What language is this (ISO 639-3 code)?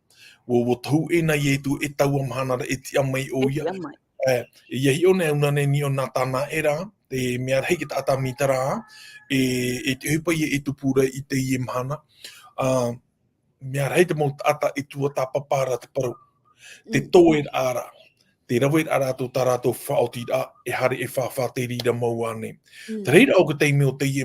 tah